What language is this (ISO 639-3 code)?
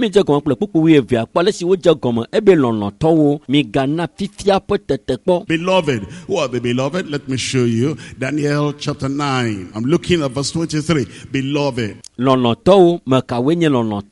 ewe